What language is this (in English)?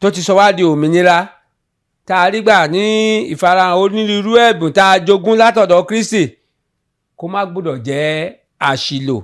Yoruba